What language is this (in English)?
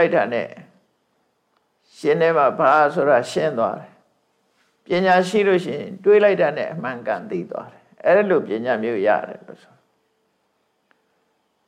Burmese